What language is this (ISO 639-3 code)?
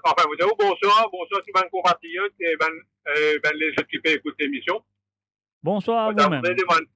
mfe